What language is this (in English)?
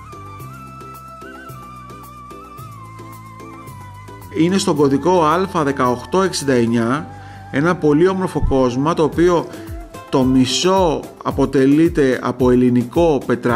Greek